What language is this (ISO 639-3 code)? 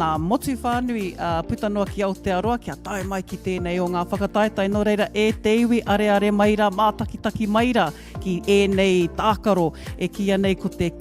mri